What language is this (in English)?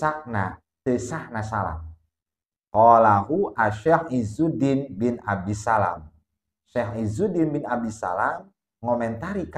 Sundanese